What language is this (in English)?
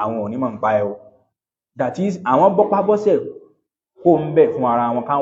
Yoruba